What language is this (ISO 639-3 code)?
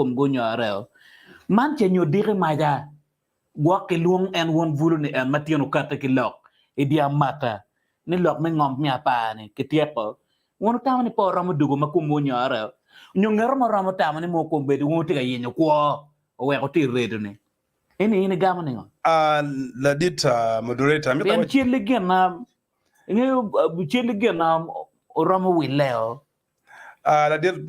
ach